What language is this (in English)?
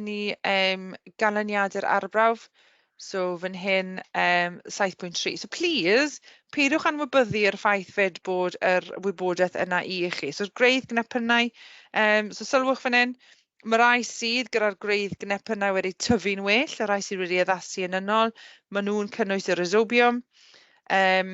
Welsh